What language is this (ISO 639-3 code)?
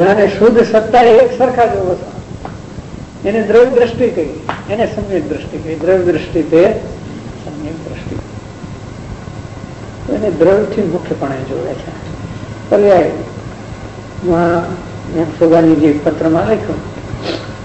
guj